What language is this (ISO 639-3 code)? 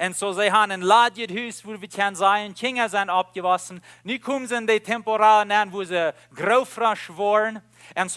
pdt